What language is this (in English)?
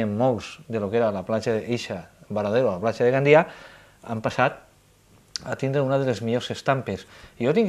Catalan